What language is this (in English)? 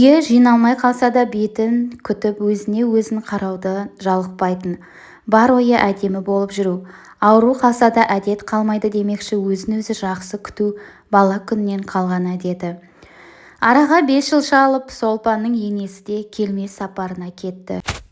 Kazakh